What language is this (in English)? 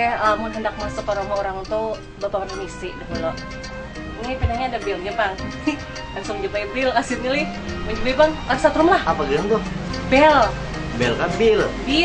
Banjar